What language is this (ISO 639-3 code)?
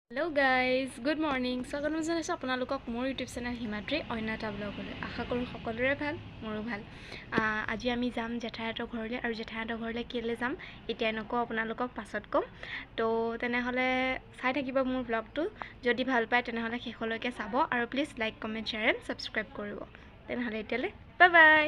asm